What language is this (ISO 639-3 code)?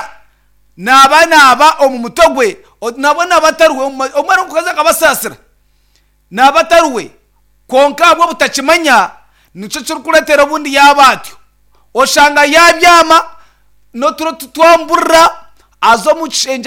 nyn